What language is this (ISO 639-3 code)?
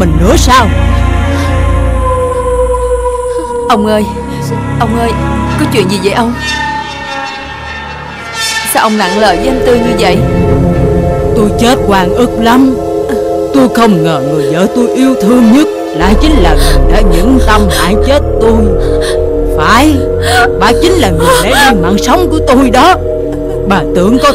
vie